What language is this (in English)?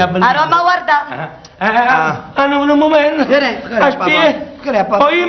Neapolitan